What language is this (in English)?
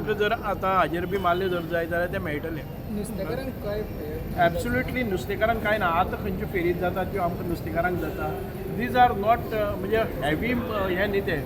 Konkani